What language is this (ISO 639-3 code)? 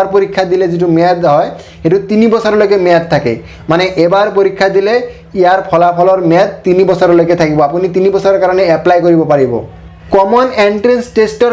asm